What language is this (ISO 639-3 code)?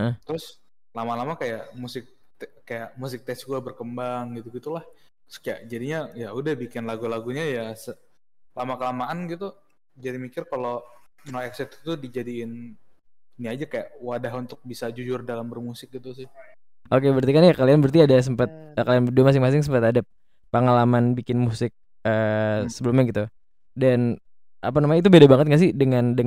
ind